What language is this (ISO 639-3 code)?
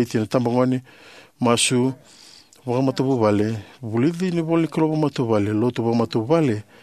fij